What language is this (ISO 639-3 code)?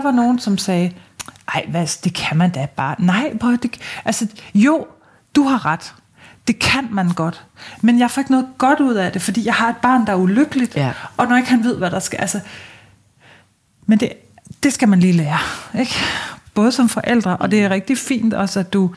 dan